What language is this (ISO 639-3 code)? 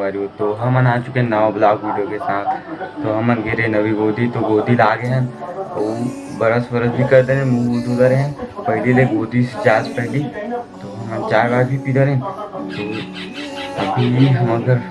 hne